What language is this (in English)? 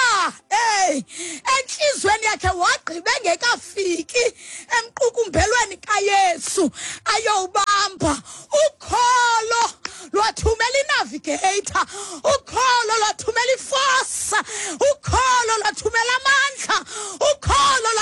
Xhosa